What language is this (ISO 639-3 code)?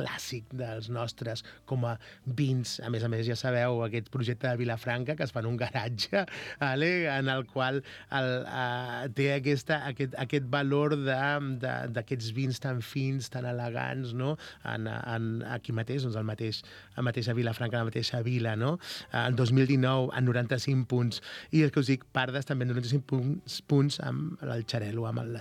cat